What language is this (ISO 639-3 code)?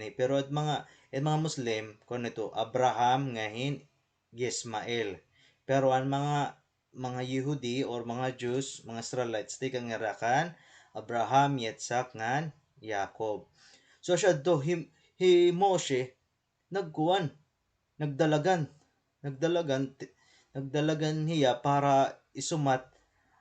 war